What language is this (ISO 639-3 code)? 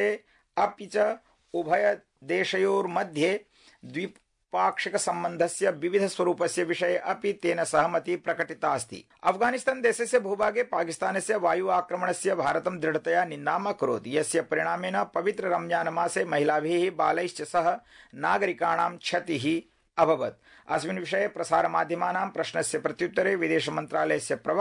san